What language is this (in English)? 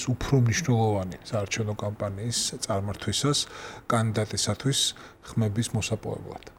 Georgian